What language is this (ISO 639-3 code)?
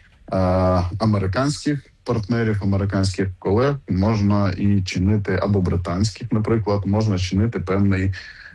ukr